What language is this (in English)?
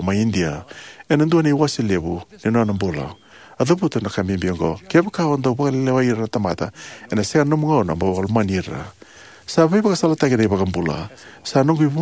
Fijian